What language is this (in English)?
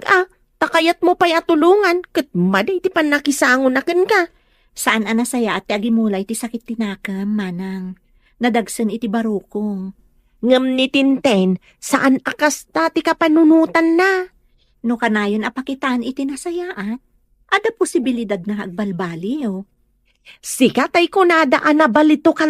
Iloko